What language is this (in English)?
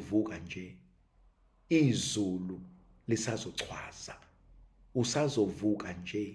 Zulu